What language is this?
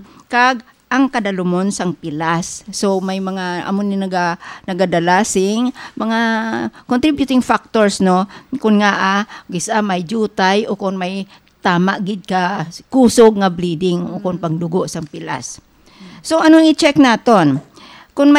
Hiligaynon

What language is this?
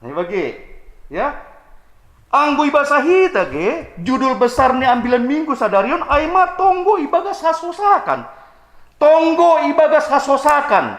Batak Simalungun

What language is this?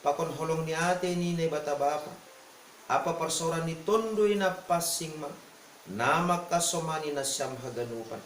Batak Simalungun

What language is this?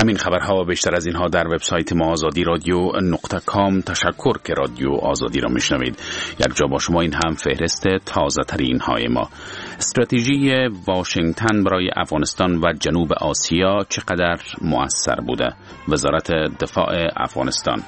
Persian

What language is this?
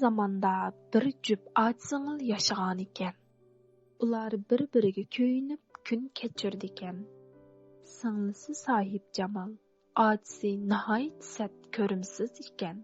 Uyghur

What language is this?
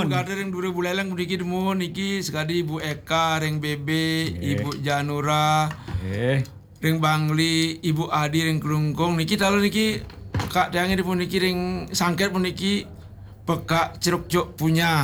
Balinese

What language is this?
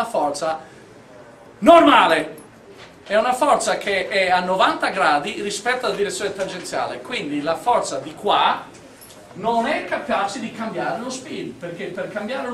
Italian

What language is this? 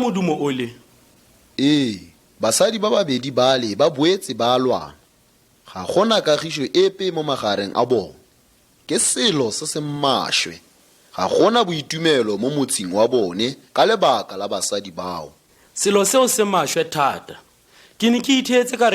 Tswana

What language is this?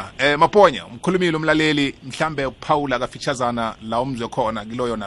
South Ndebele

